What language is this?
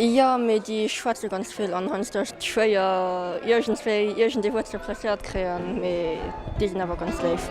Luxembourgish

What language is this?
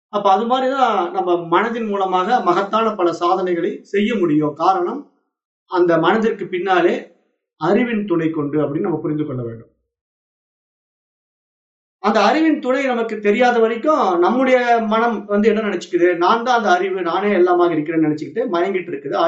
Tamil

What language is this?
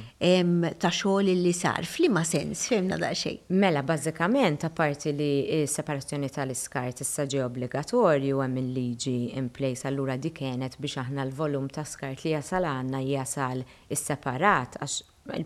Maltese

